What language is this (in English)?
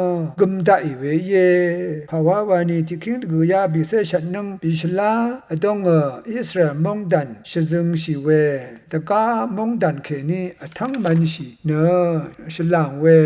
Rawang